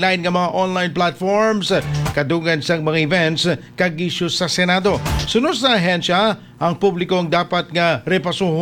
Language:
Hiligaynon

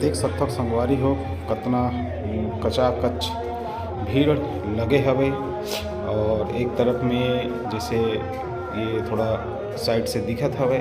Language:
Chhattisgarhi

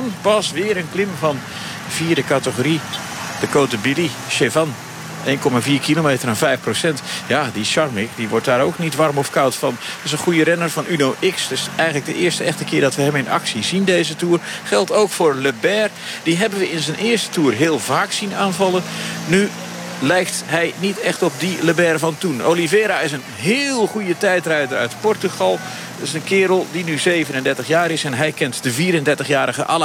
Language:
Dutch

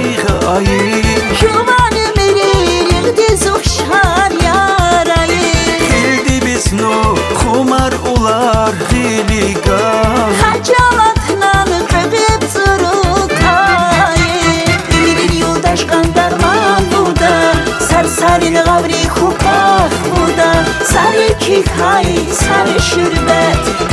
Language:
Tabassaran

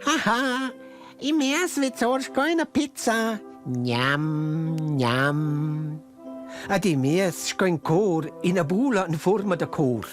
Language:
Romansh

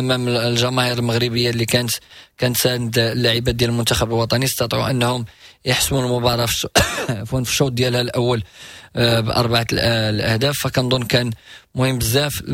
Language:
Moroccan Arabic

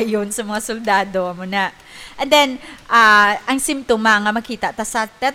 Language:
Hiligaynon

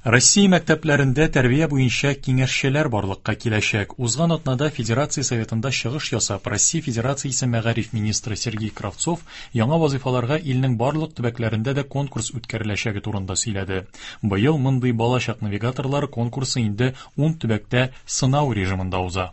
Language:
Tatar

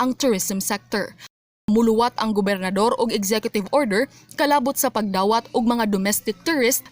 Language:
Cebuano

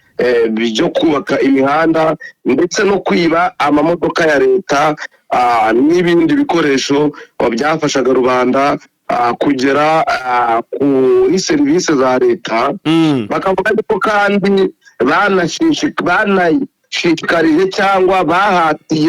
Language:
Kinyarwanda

